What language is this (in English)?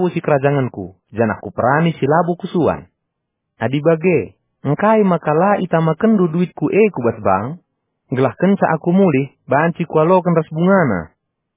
Batak Karo